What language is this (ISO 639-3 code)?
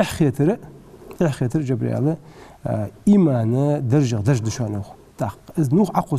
inh